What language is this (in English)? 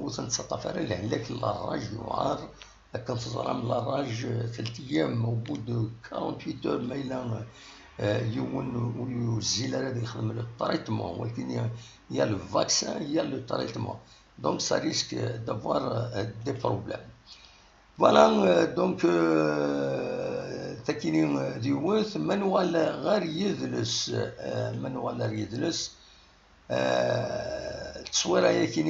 Kabyle